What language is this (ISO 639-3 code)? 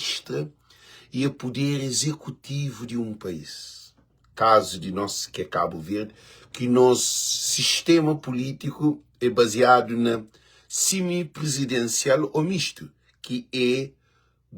kea